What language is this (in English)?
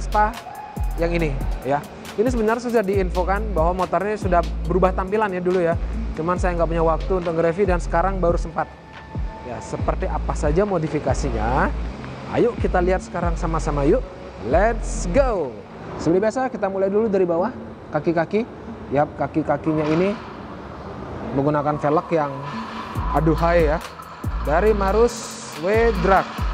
Indonesian